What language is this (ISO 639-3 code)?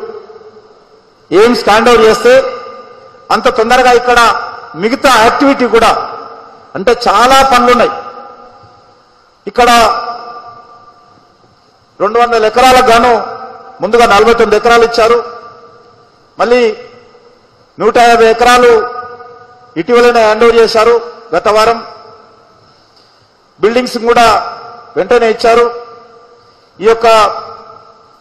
tel